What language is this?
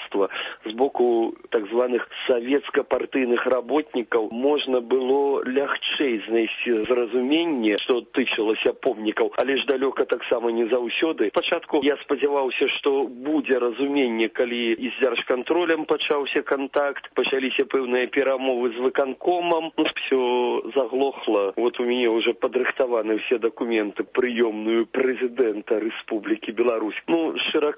Belarusian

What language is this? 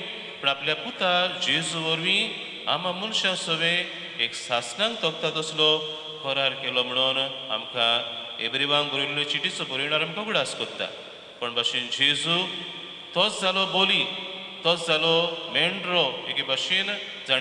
Konkani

